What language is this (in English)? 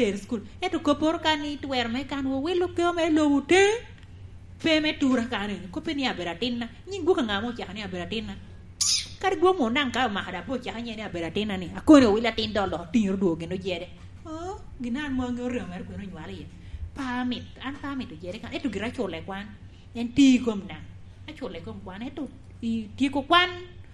Lango (Uganda)